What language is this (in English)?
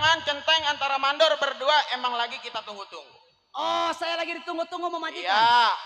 Betawi